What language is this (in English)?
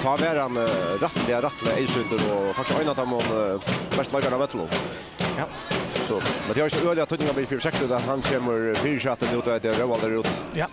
Faroese